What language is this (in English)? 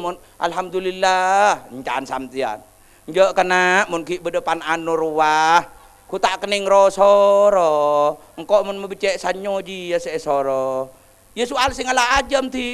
Madurese